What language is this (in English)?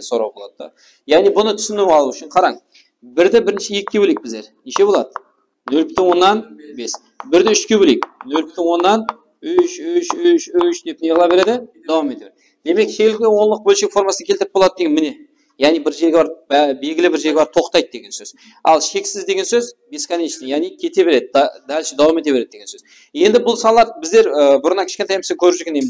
Kara-Kalpak